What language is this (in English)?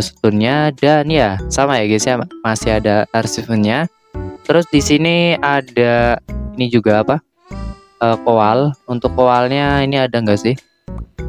Indonesian